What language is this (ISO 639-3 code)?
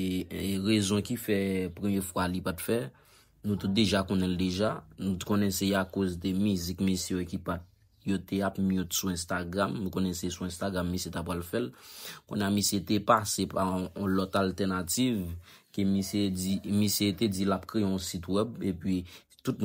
hat